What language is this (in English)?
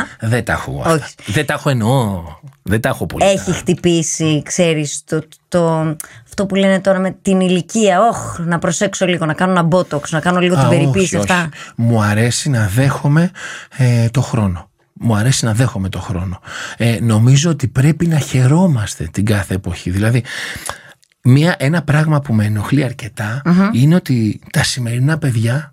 Greek